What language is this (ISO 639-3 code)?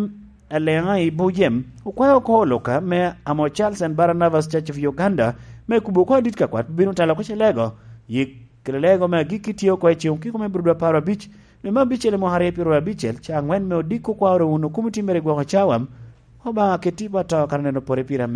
laj